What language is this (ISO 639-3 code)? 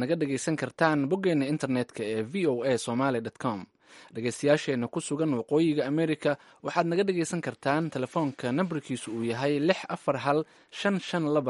som